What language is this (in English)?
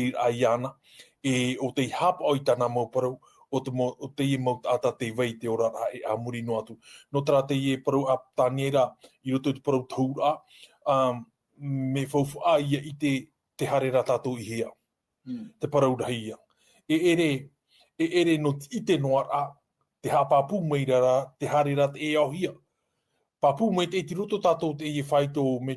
Tahitian